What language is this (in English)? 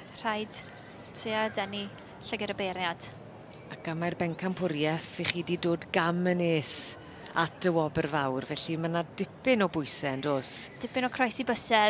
Welsh